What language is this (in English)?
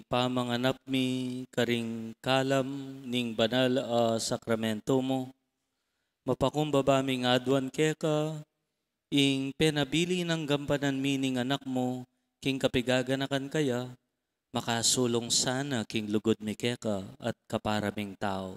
Pampanga